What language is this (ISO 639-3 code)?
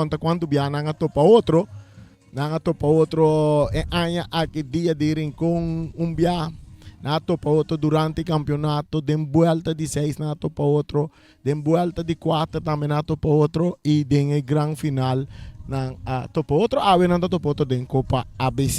pap